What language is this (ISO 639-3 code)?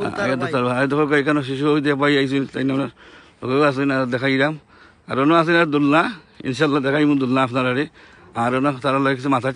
syl